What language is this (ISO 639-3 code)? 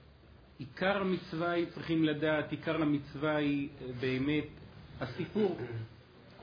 heb